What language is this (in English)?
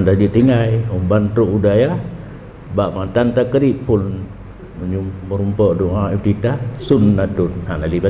Achinese